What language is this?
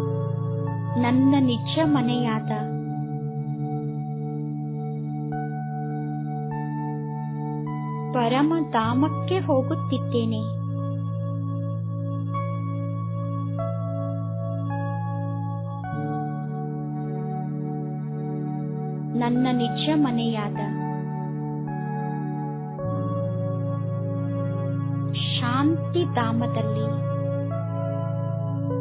Kannada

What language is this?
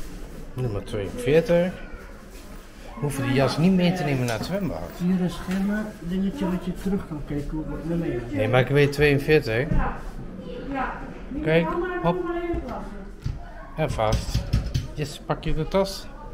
Dutch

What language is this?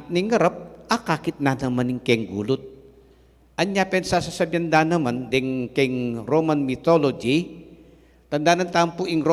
Pampanga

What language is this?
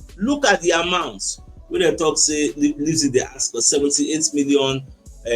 Nigerian Pidgin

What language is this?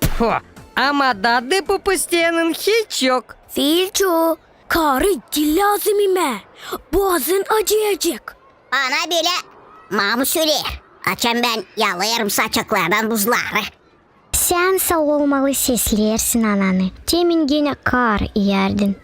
Gagauz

